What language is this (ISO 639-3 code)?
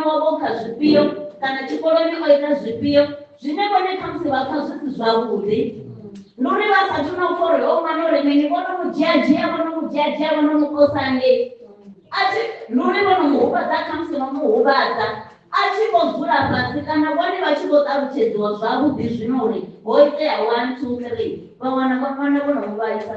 ven